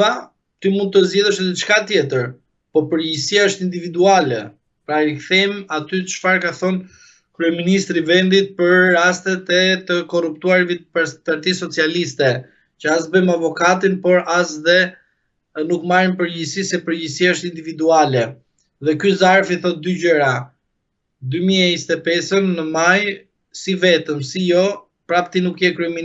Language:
Albanian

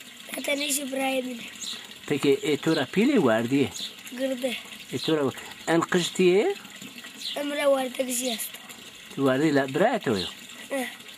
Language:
Zaza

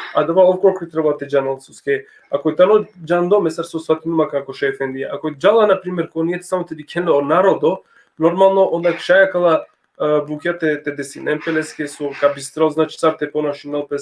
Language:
Balkan Romani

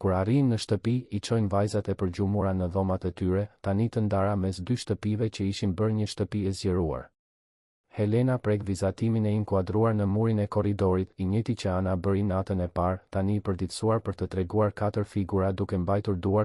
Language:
Albanian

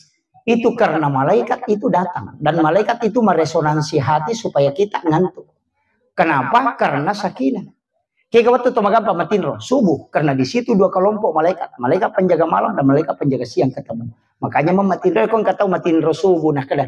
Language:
Buginese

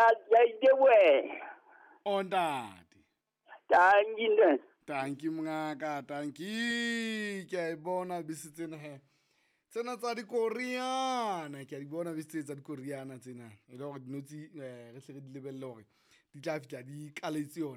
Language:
Southern Sotho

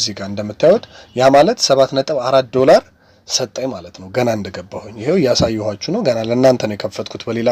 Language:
Amharic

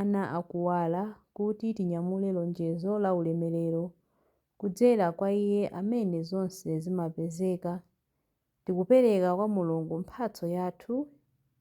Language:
Nyanja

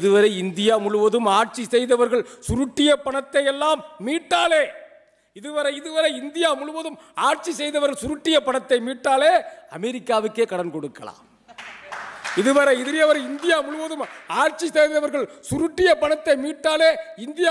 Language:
Tamil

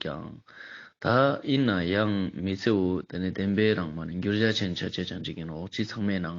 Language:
Ladakhi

